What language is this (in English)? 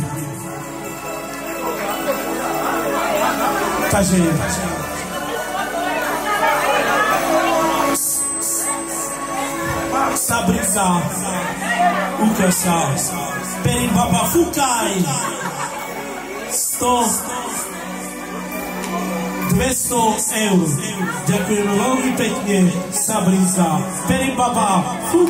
Slovak